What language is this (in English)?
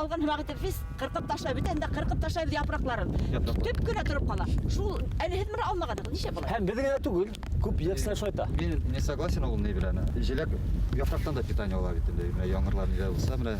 Bashkir